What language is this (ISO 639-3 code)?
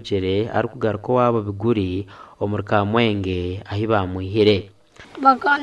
nyn